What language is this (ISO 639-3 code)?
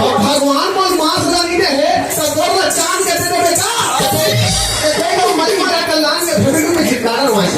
hne